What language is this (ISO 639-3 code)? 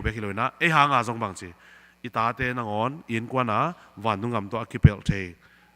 ctd